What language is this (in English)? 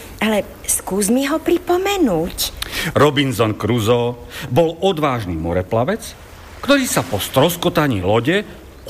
Slovak